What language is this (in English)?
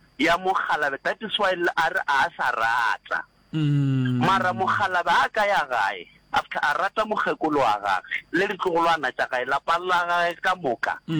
Northern Sotho